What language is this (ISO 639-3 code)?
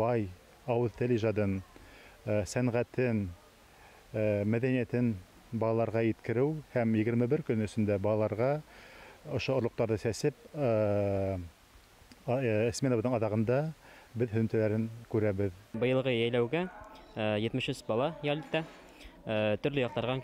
bak